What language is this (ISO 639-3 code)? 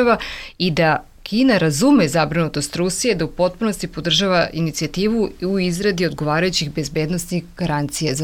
bos